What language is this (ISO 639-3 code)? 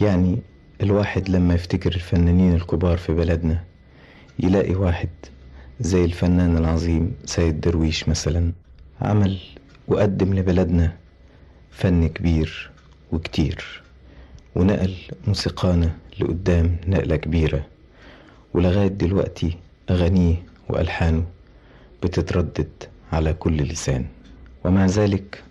arz